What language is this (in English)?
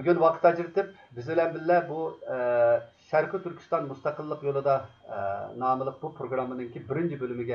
Uyghur